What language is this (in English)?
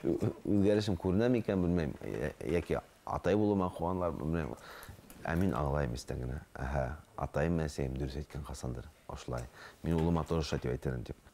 Bashkir